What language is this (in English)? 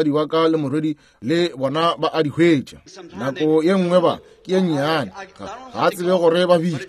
Northern Sotho